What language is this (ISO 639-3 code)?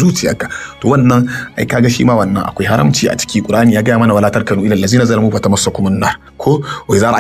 hau